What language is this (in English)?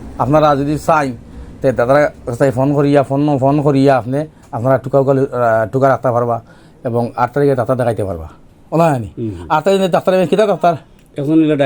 Sylheti